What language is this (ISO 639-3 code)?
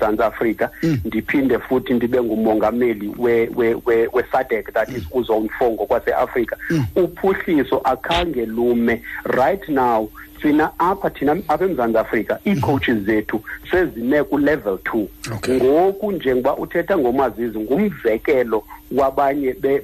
xho